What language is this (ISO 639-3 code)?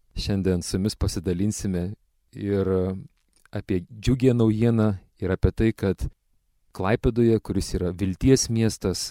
lit